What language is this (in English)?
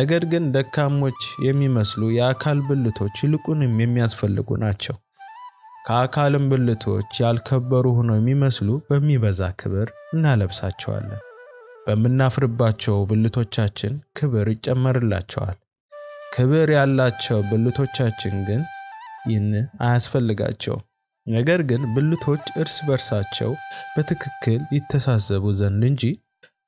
Amharic